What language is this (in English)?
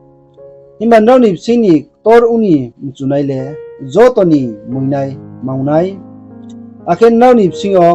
Riang (India)